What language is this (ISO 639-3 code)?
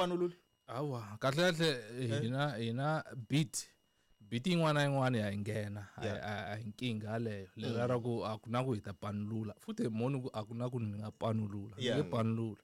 tso